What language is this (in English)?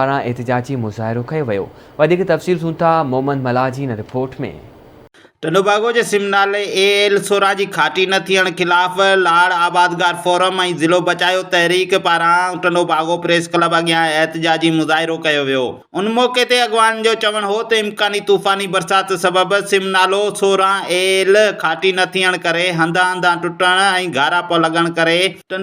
Sindhi